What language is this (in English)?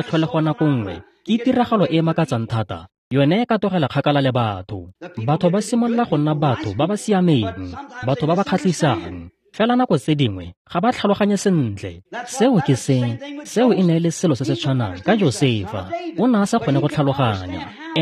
Tswana